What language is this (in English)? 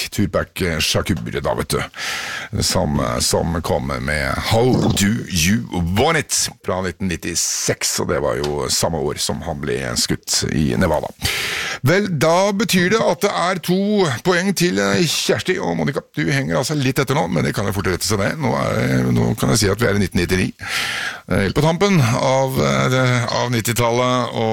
Norwegian